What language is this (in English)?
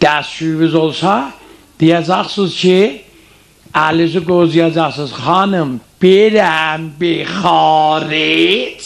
South Azerbaijani